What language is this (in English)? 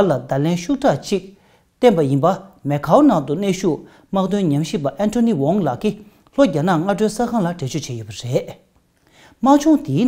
Tibetan